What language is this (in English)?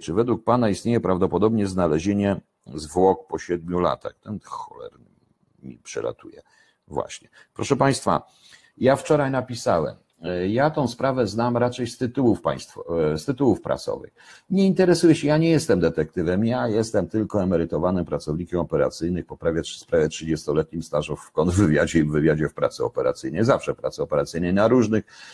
Polish